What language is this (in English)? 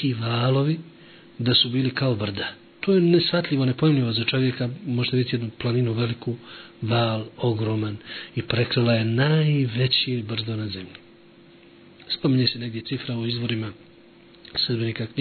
Bosnian